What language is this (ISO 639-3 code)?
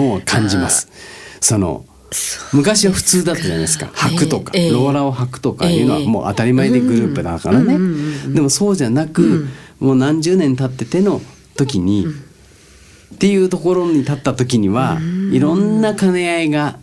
jpn